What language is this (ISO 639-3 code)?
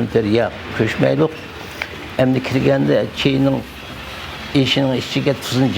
uig